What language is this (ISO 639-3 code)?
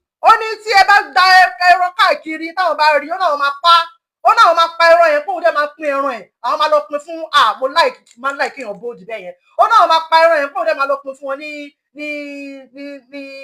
yor